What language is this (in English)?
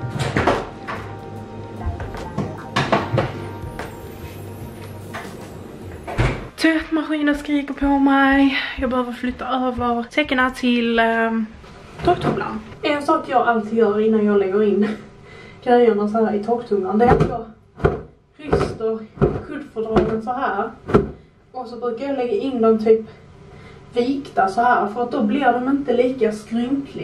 Swedish